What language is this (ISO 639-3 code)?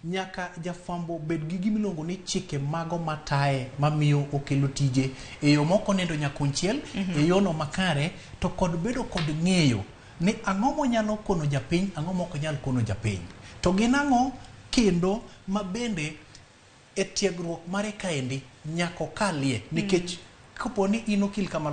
luo